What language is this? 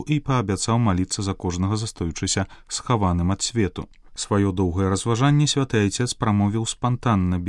Belarusian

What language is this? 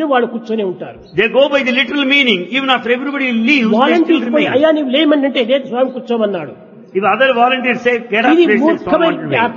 Telugu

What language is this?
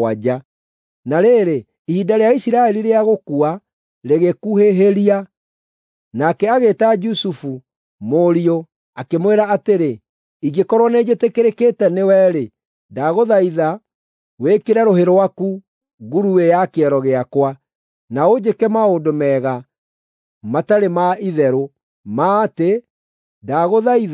Kikuyu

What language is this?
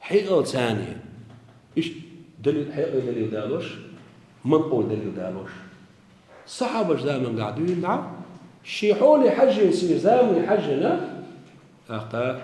Chechen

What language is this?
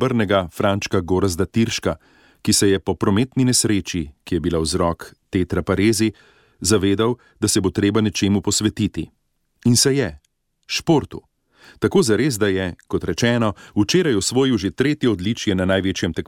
Slovenian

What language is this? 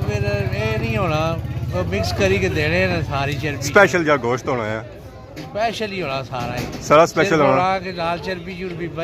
Pahari-Potwari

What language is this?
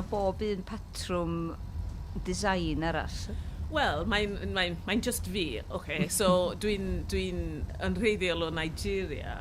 Welsh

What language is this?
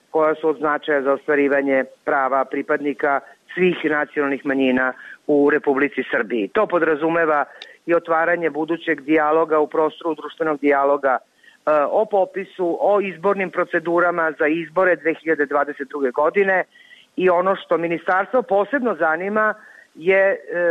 Serbian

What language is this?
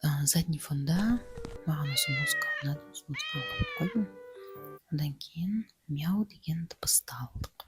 Kazakh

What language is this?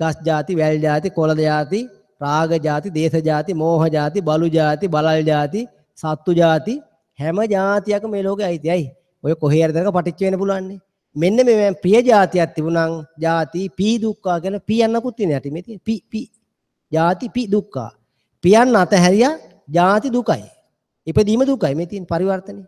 Sinhala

